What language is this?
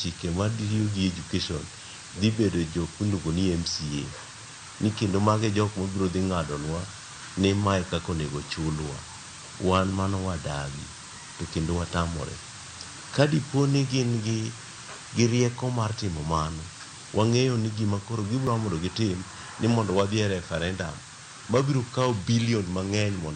Luo (Kenya and Tanzania)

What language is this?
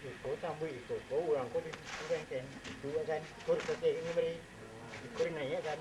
Minangkabau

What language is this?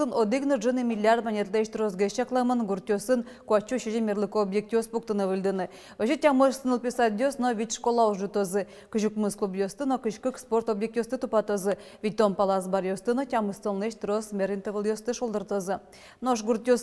Udmurt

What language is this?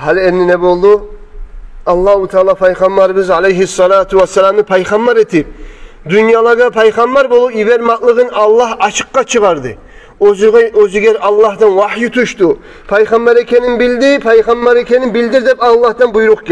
Kumyk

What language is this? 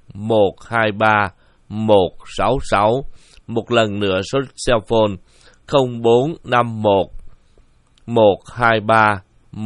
Vietnamese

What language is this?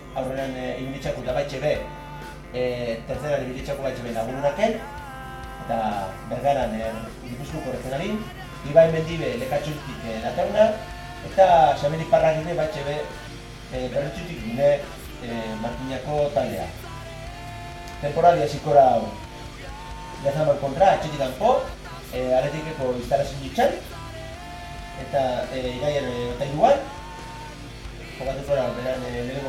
Basque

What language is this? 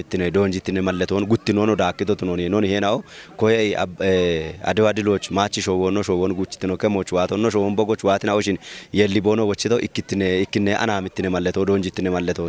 Kafa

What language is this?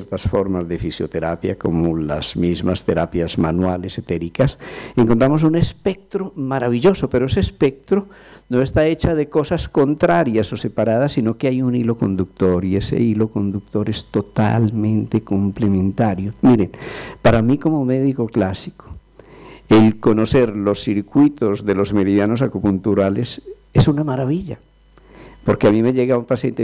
Spanish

